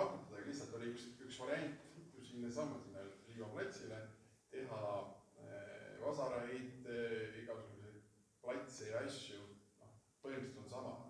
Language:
Estonian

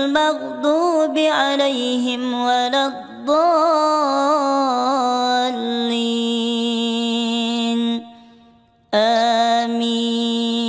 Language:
Arabic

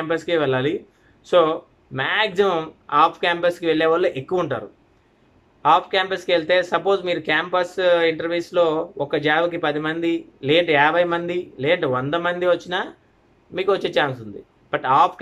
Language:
Telugu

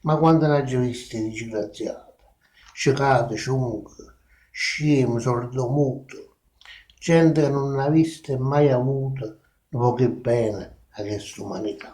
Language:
Neapolitan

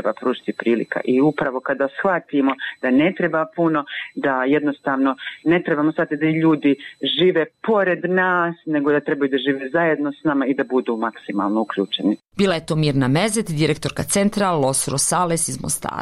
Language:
Bosnian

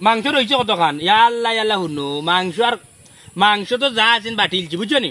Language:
Sylheti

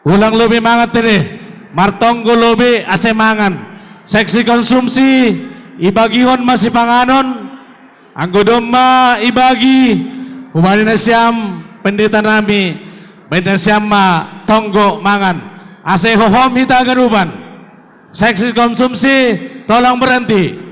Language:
Batak Simalungun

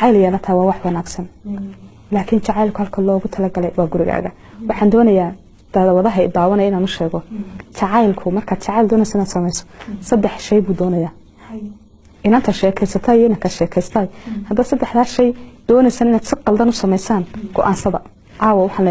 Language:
Somali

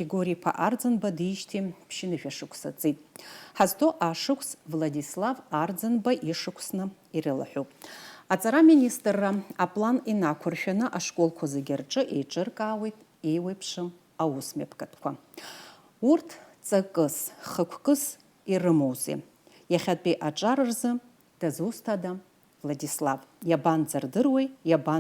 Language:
Abkhazian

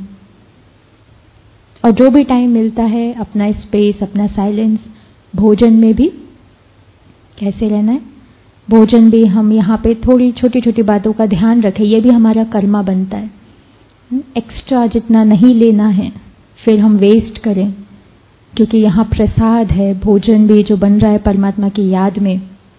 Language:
Hindi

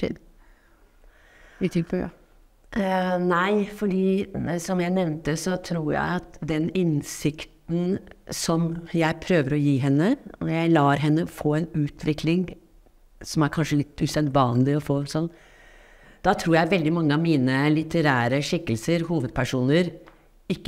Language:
Norwegian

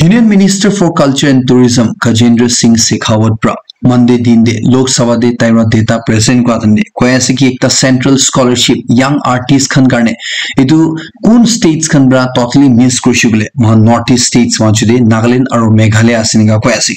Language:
Naga Pidgin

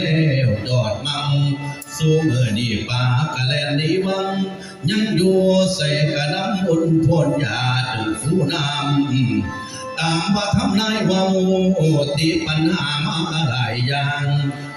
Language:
Northeastern Thai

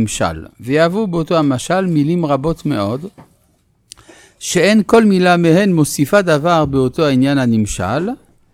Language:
Hebrew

